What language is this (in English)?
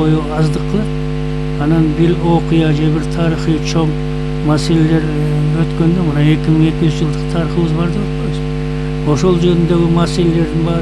Kyrgyz